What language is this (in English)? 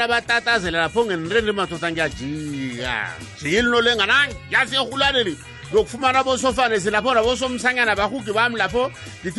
South Ndebele